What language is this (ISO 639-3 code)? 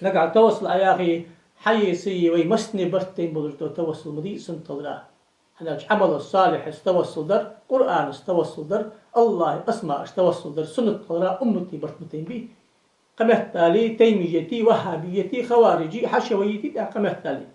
inh